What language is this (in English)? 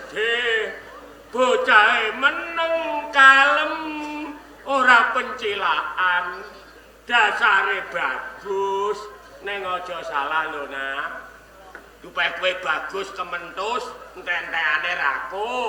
Javanese